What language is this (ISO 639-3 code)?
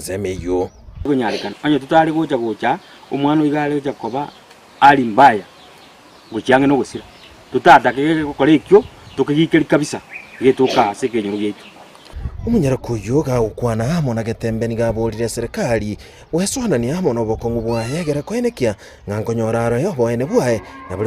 guz